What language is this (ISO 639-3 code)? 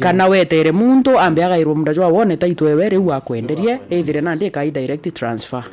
mer